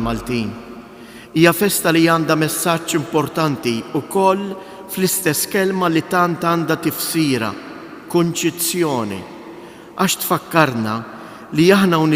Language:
Maltese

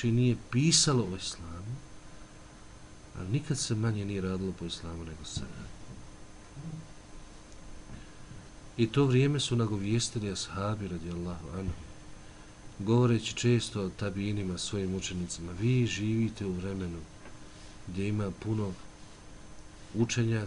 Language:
Bosnian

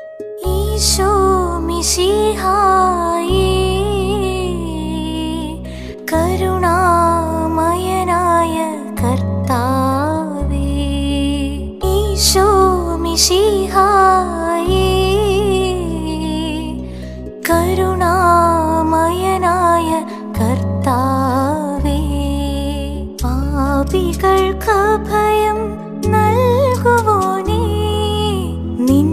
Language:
Malayalam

